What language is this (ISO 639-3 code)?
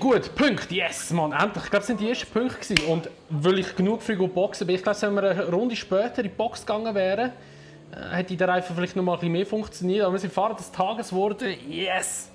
gsw